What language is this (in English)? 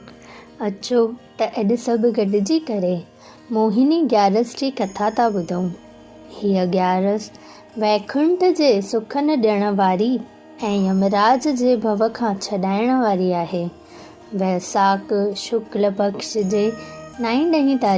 Sindhi